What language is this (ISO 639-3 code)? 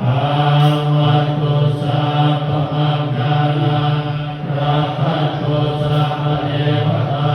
pli